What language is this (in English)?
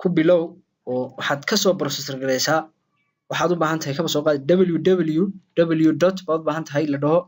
Somali